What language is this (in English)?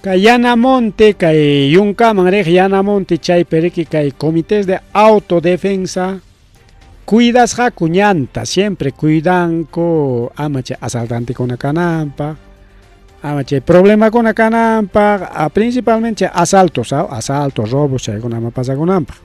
Ayacucho Quechua